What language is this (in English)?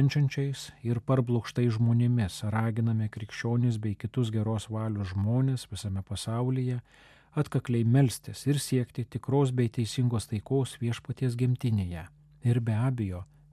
Lithuanian